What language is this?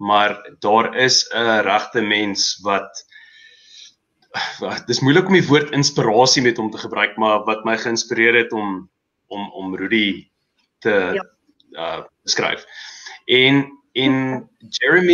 Afrikaans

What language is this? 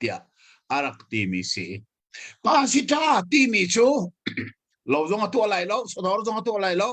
Hakha Chin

